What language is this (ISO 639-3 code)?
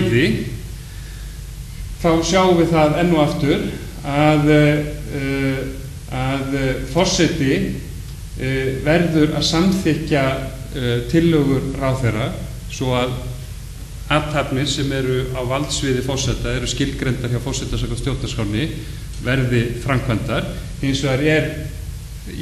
isl